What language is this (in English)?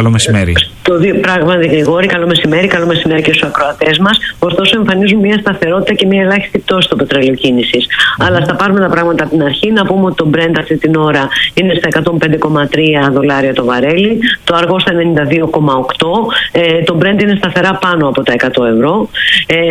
Greek